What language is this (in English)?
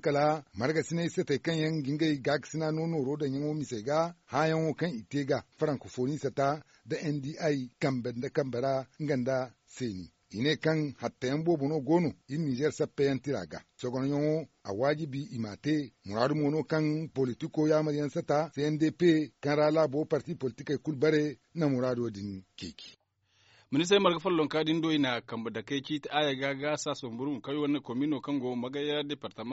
Zarma